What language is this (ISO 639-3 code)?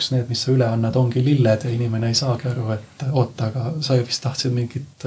est